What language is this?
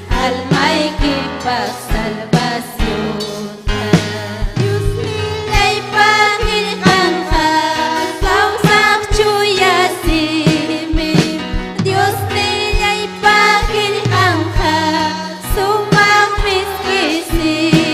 Ayacucho Quechua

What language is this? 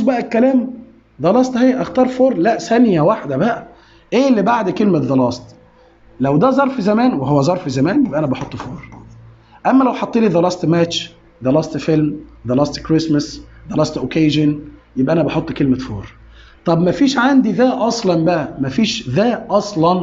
Egyptian Arabic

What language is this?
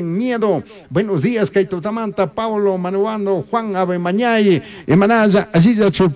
Chimborazo Highland Quichua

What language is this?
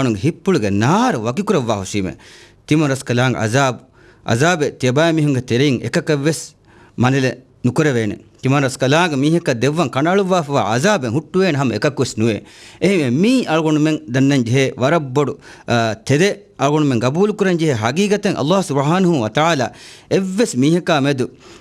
Divehi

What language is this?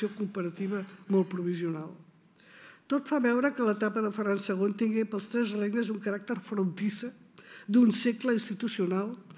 Catalan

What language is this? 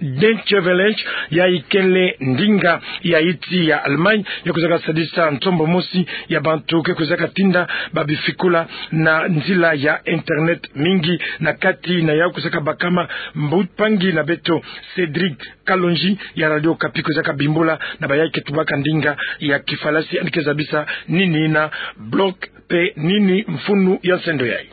Kituba (Democratic Republic of Congo)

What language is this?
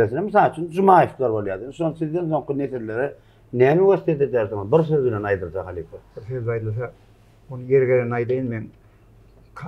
Turkmen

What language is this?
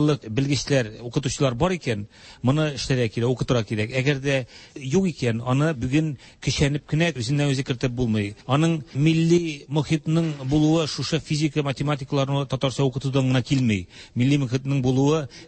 Tatar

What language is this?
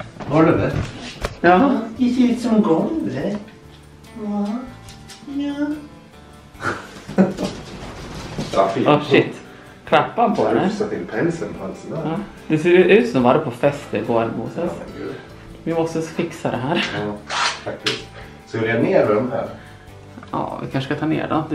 Swedish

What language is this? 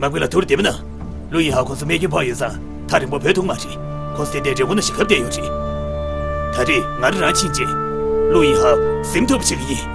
Tibetan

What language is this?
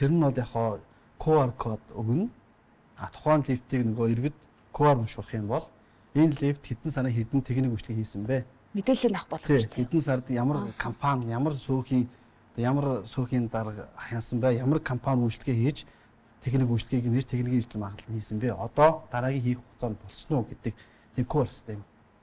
Mongolian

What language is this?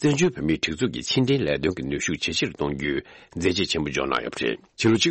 Tibetan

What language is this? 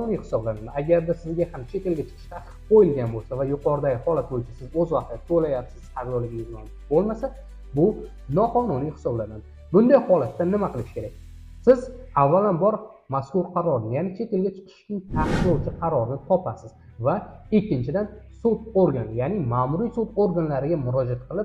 Uzbek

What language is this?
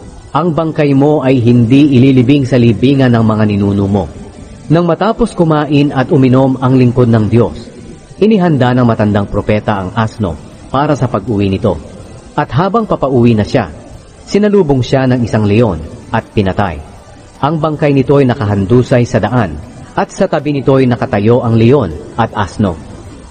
Filipino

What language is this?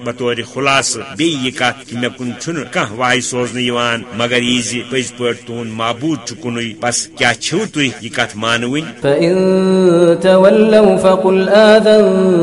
Kashmiri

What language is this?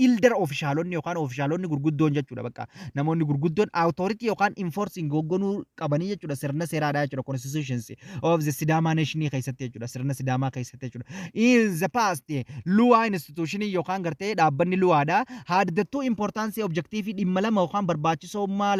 Oromo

